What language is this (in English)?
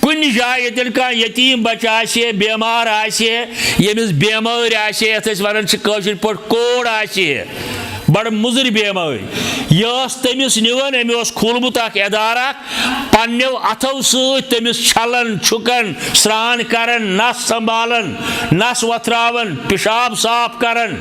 Kashmiri